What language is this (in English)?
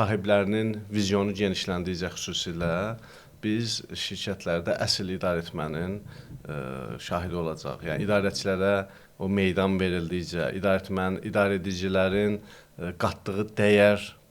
Azerbaijani